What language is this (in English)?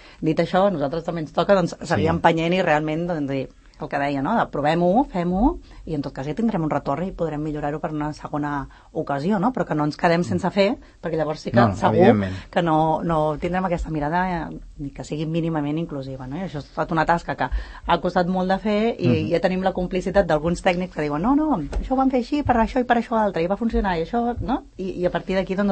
Catalan